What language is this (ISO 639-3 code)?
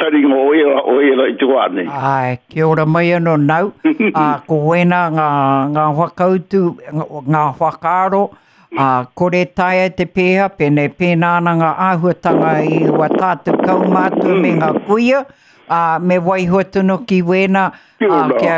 mri